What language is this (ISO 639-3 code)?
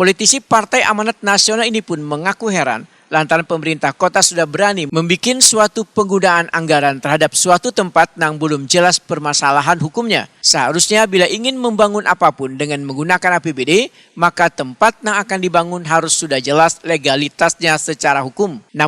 bjn